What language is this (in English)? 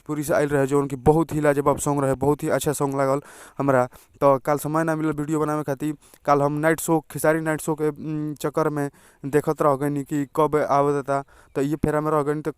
Bhojpuri